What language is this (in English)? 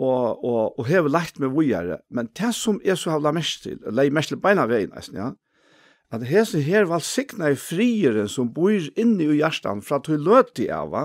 Faroese